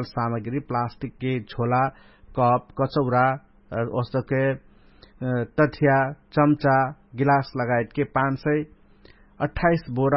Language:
Dangaura Tharu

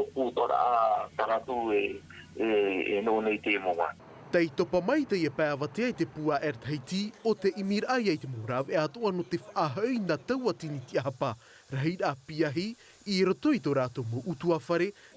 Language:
Tahitian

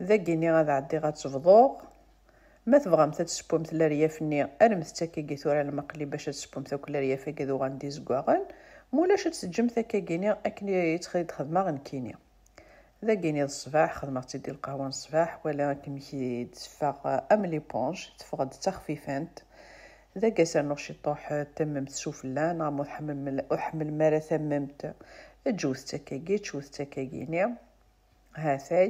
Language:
Kabyle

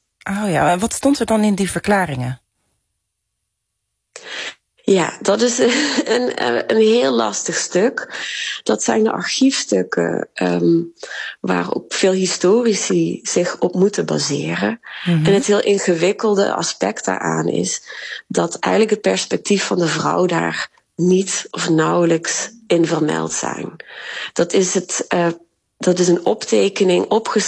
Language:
Dutch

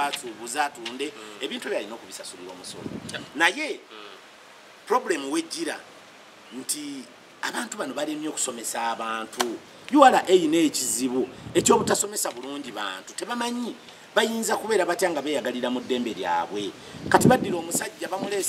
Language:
Ganda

